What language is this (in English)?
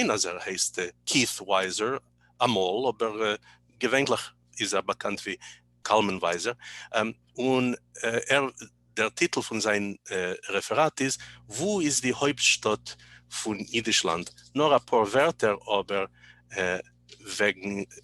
Yiddish